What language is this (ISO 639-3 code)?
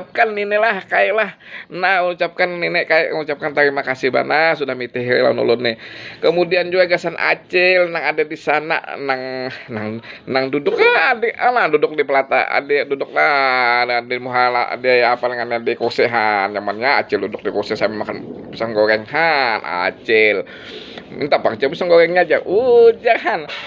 bjn